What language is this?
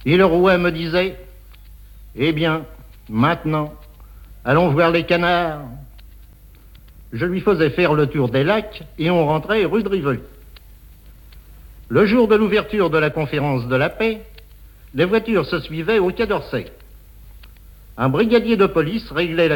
French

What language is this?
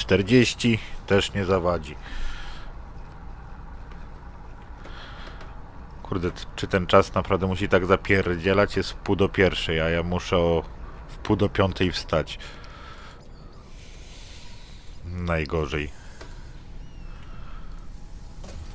Polish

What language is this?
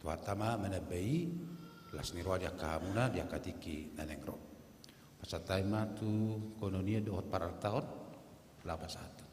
Batak Toba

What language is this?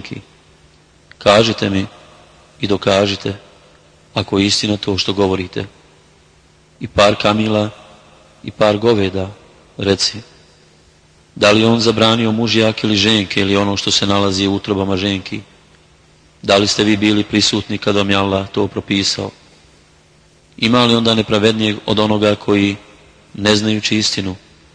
Bosnian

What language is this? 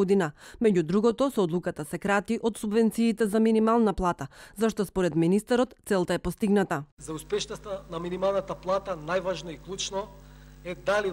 Macedonian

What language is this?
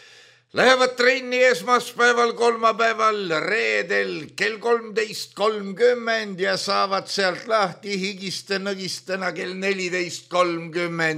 Estonian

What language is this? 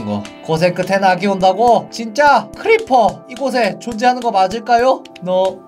Korean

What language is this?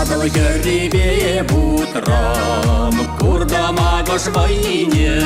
Chuvash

